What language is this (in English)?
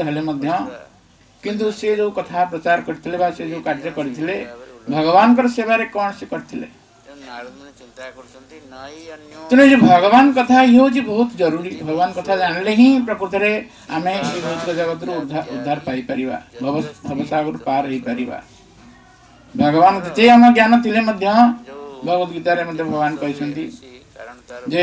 Odia